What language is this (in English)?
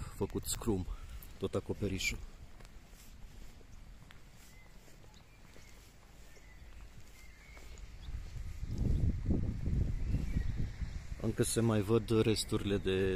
Romanian